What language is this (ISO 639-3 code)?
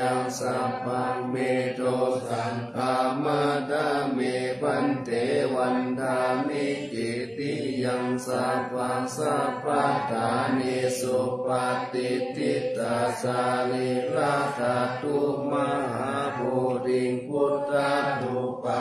pli